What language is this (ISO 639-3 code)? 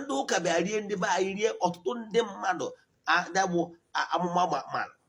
ibo